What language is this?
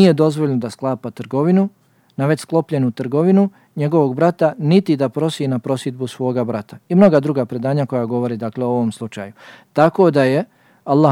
Bosnian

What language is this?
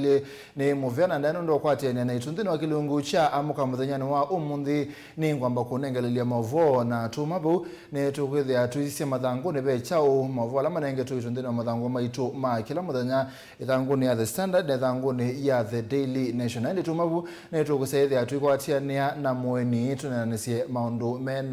Kamba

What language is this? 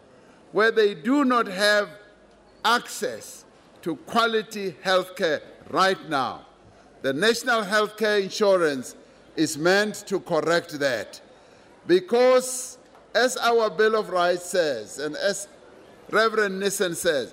English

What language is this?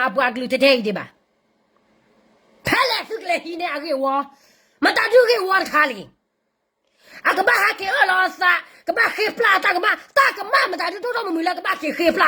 S'gaw Karen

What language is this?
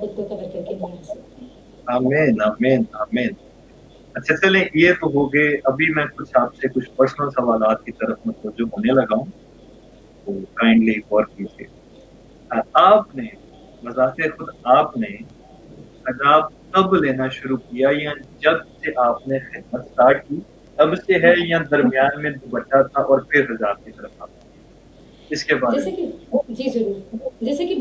Urdu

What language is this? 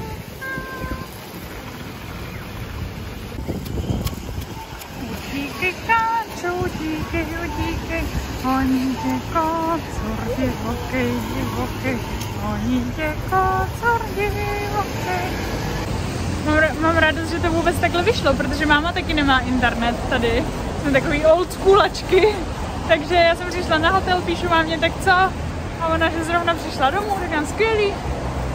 Czech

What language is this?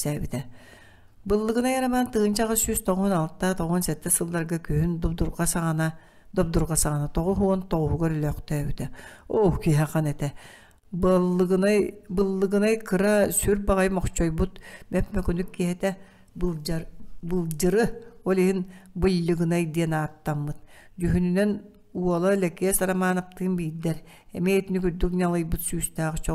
Yakut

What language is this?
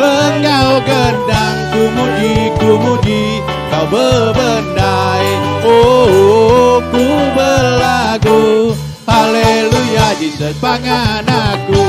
Iban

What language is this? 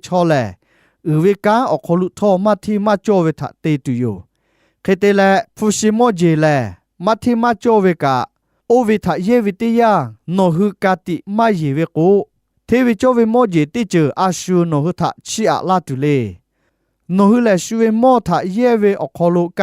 Lahu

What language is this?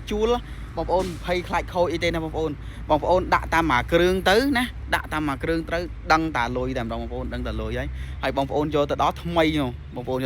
Khmer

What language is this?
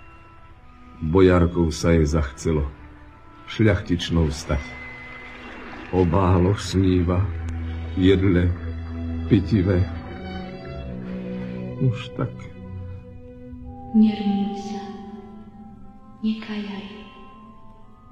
Slovak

